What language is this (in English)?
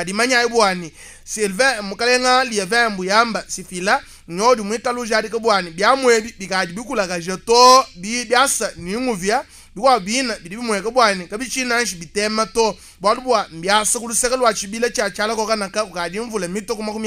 Luba-Lulua